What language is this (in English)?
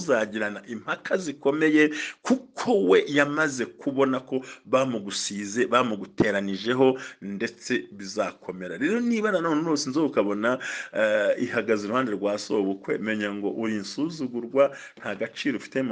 Kinyarwanda